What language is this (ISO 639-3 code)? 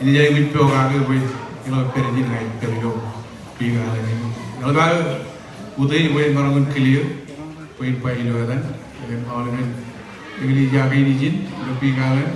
mah